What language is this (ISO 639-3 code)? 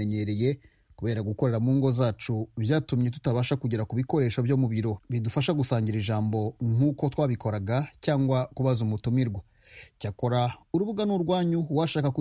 kin